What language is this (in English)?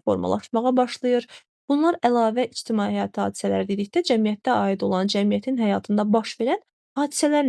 Azerbaijani